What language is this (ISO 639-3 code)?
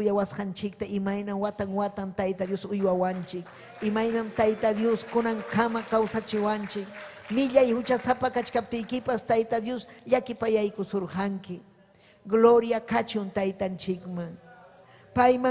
quy